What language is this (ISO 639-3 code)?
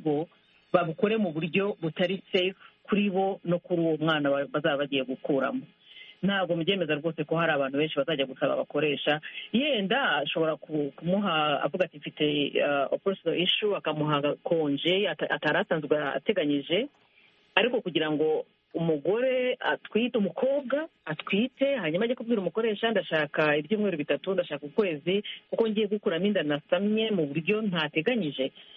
kin